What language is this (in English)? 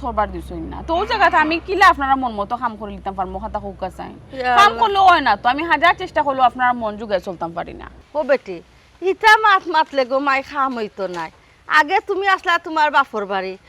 Sylheti